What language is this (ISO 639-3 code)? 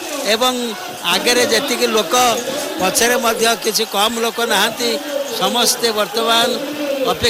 ori